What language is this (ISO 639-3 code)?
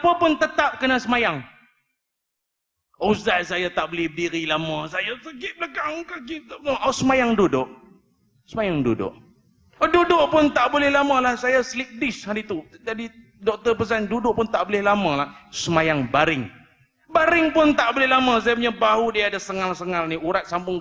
msa